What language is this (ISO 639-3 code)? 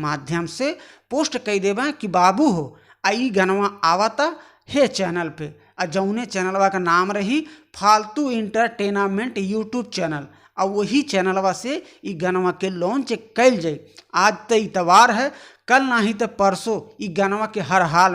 bho